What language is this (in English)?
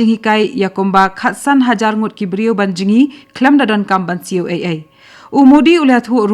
Khasi